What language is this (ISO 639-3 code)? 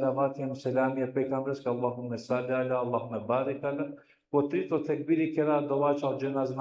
rmn